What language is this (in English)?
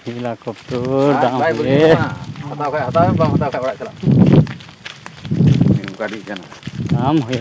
Santali